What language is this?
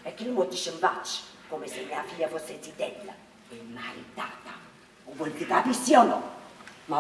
Neapolitan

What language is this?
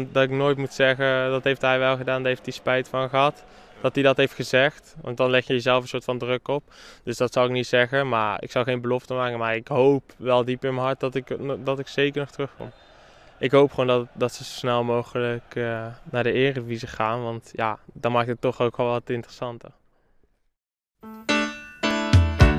Dutch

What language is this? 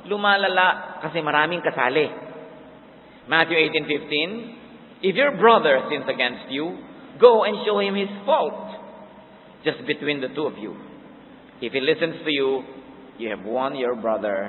Filipino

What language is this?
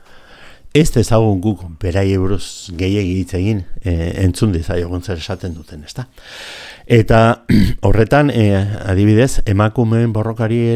Basque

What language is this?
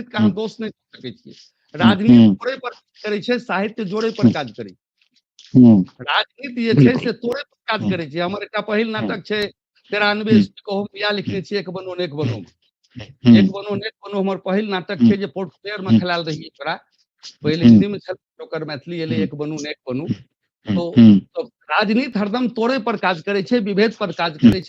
Maithili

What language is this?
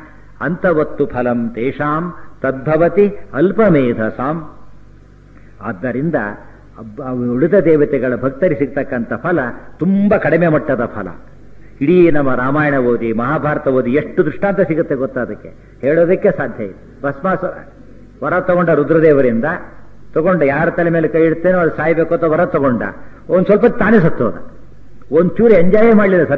Kannada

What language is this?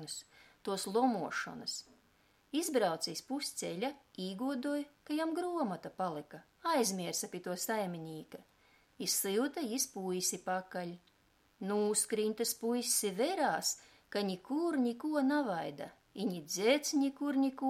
Latgalian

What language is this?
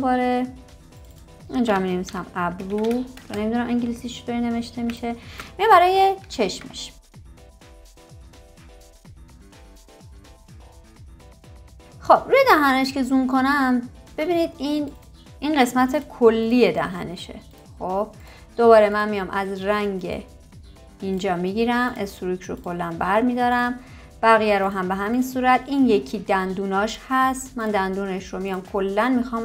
Persian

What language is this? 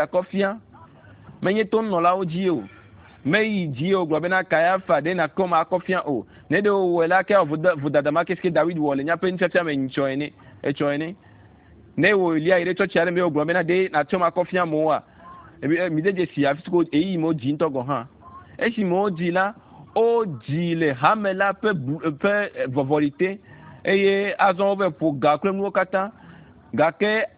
Ewe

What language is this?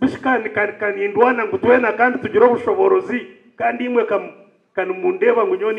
Nyankole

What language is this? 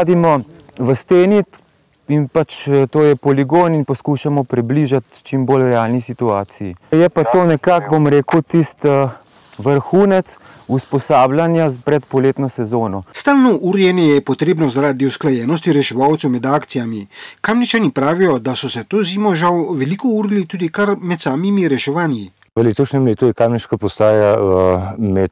Slovenian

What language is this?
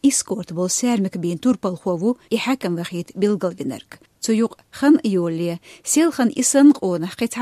Chechen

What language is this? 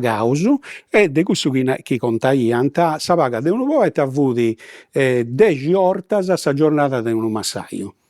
Sardinian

